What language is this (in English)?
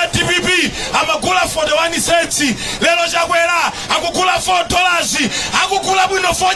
Nyanja